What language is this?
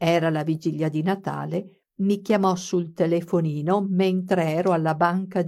Italian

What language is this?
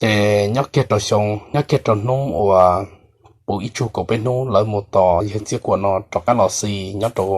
Hmong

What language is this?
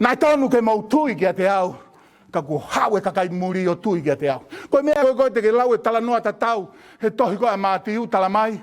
Tongan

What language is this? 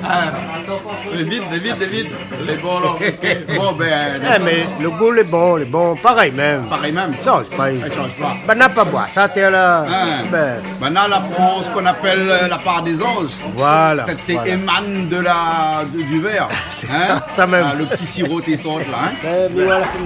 Réunion Creole French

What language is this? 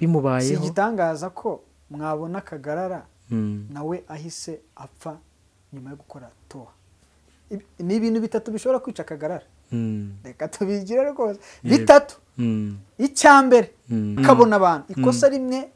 Kinyarwanda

